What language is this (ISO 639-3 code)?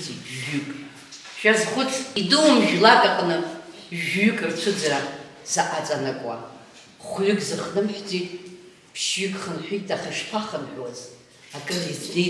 abk